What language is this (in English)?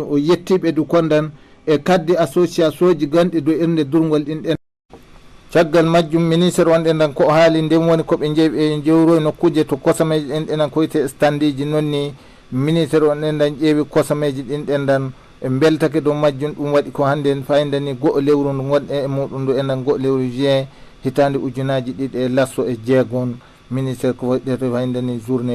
Fula